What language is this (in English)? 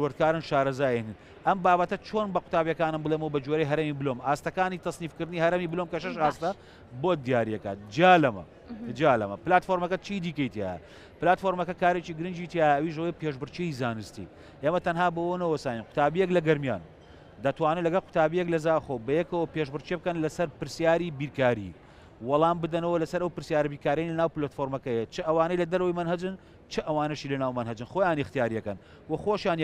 Central Kurdish